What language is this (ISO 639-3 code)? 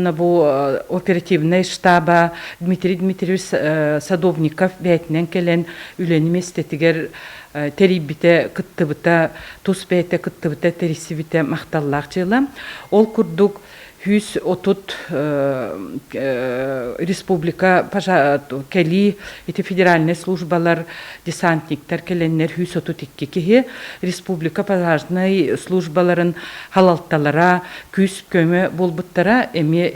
sah